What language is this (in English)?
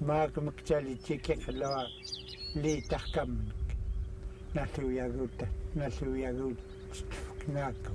Central Yupik